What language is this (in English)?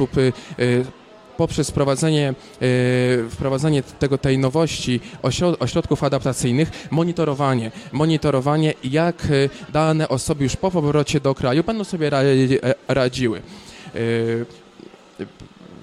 Polish